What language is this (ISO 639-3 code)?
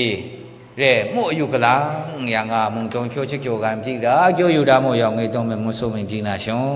mhx